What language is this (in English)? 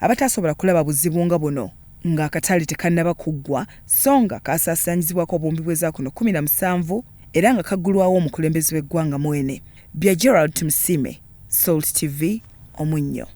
Ganda